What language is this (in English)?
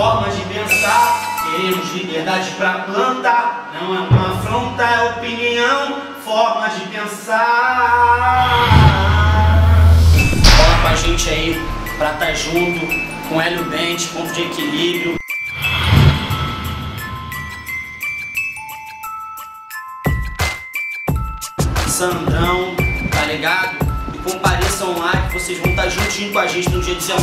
Portuguese